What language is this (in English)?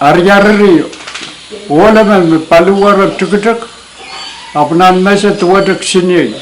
Pohnpeian